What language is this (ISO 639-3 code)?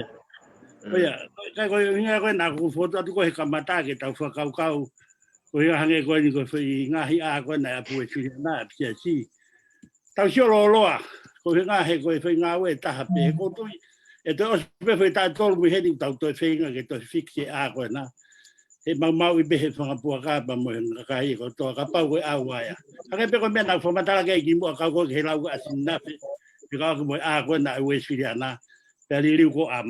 ton